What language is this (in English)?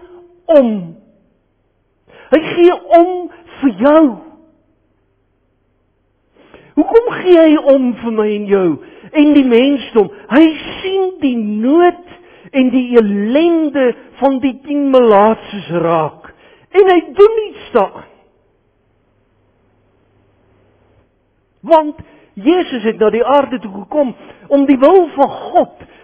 Afrikaans